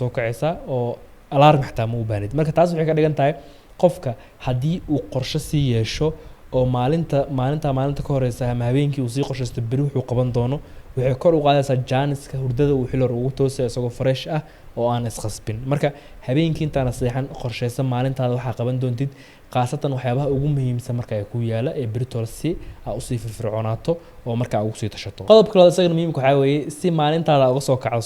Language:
Somali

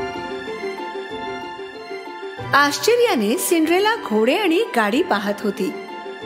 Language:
Marathi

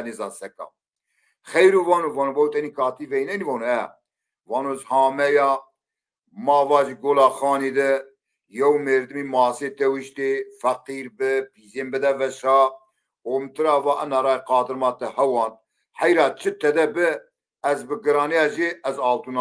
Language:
Zaza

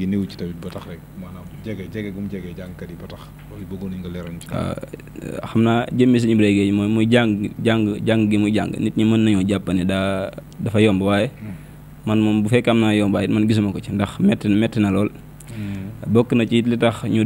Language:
Wolof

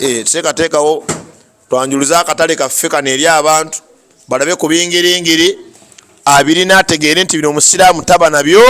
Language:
Ganda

